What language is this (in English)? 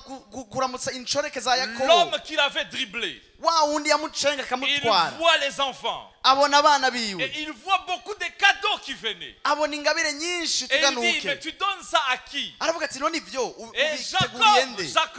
Rundi